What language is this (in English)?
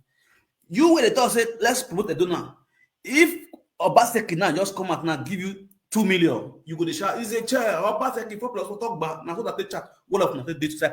Nigerian Pidgin